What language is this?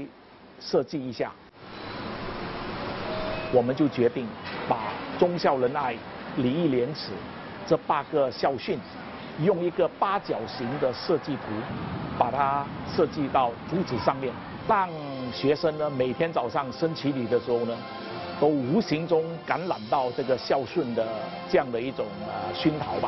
Chinese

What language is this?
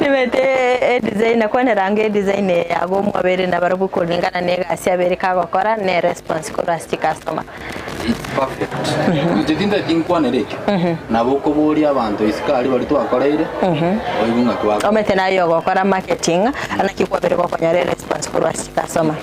Gusii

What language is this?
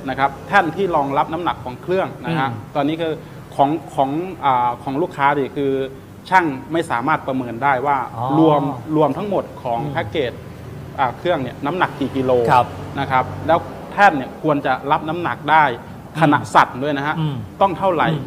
Thai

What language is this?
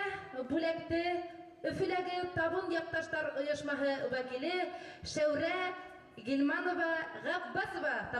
Bashkir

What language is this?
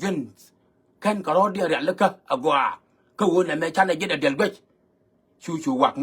Nuer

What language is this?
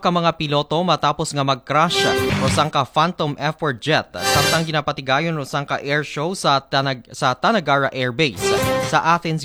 Aklanon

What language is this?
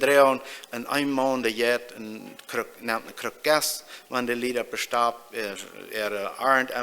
Plautdietsch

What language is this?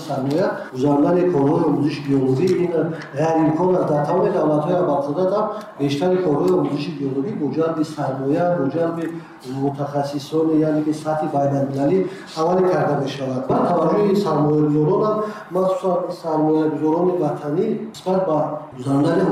Tajik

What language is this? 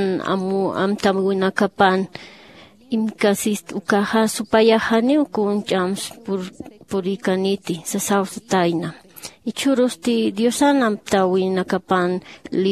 Aymara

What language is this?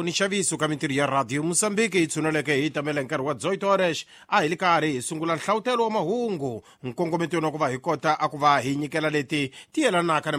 Tsonga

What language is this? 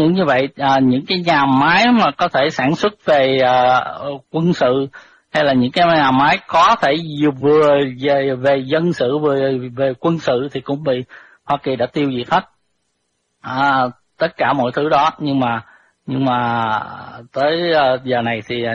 Vietnamese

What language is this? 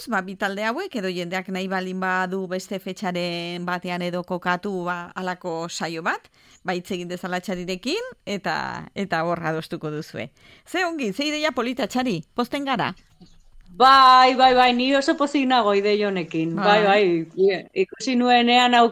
Basque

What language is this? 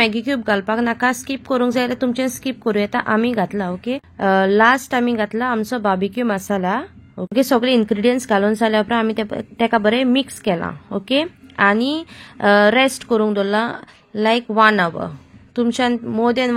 Konkani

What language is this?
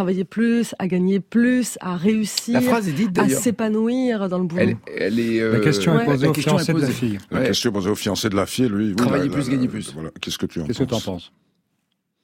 French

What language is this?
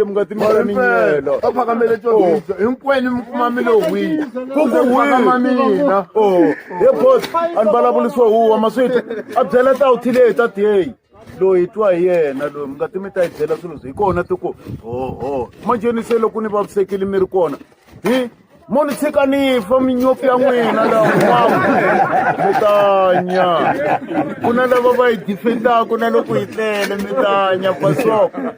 Tsonga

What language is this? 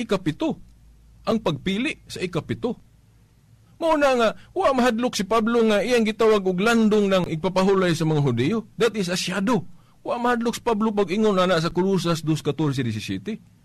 Cebuano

